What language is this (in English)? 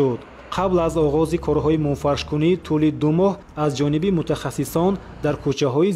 Tajik